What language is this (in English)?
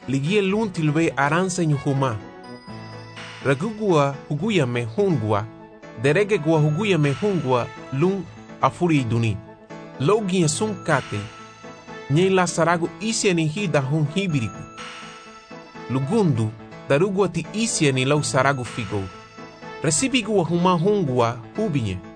Garifuna